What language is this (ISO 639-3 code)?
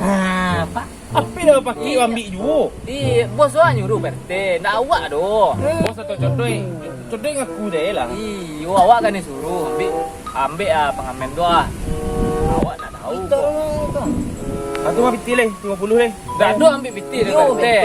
min